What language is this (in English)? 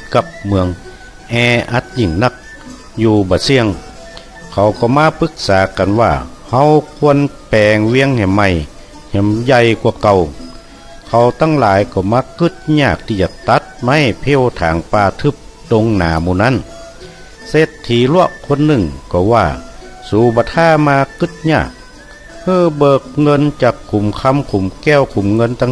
Northern Thai